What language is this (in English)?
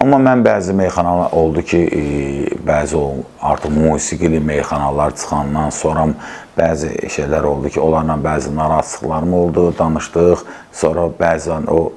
Azerbaijani